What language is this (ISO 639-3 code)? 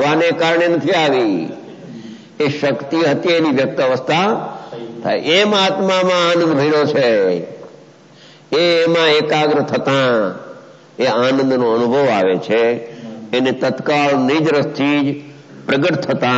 guj